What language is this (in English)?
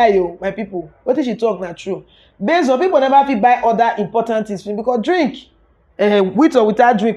Nigerian Pidgin